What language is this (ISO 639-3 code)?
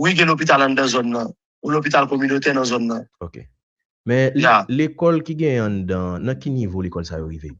hat